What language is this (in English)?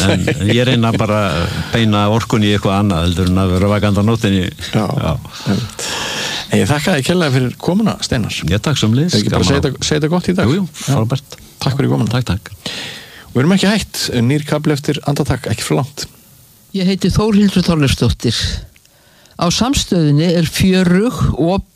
Icelandic